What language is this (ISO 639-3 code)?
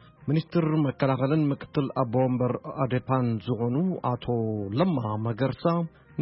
tir